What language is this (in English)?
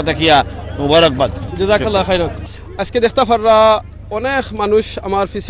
Sylheti